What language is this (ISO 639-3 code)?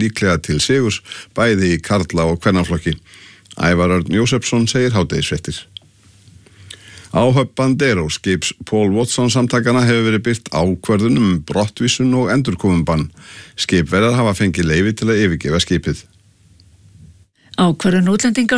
isl